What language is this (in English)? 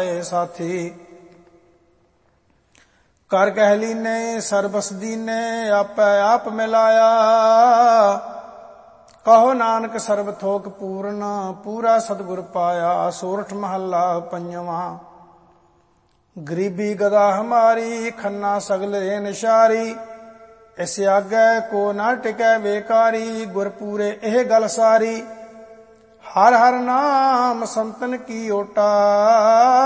Punjabi